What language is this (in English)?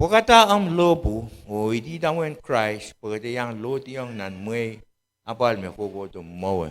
Pohnpeian